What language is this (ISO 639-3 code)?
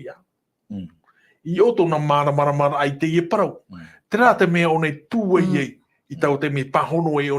tah